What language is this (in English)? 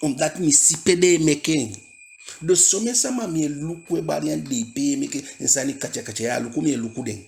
Eastern Maroon Creole